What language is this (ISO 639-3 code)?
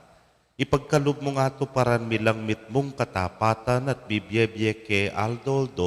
pam